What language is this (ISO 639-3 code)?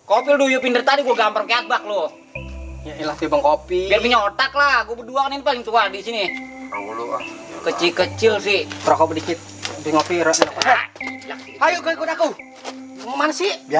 bew